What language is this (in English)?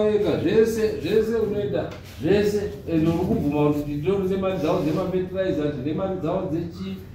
Shona